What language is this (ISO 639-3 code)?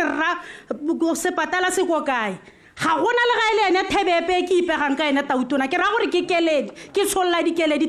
tsn